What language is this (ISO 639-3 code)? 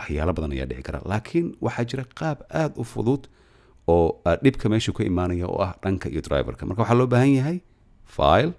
som